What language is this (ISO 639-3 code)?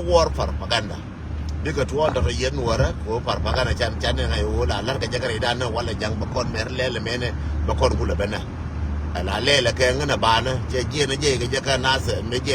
nus